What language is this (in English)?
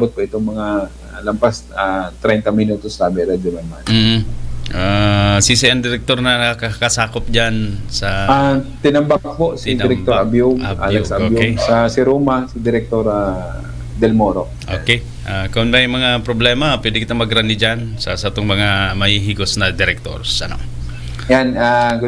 Bikol